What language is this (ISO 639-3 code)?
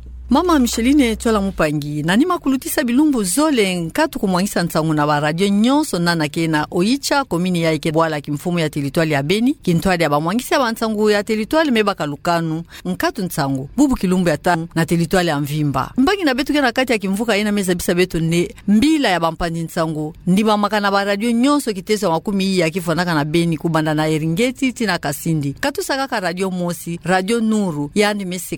ktu